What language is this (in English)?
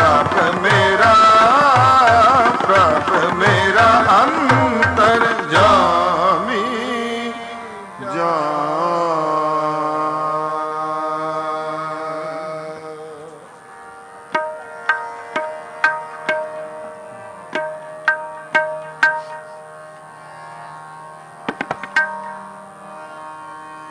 Punjabi